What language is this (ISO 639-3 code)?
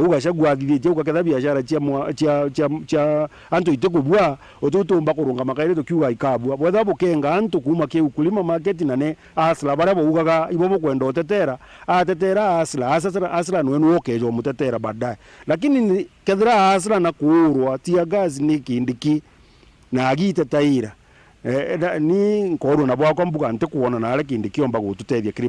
mer